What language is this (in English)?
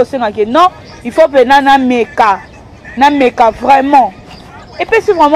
Lingala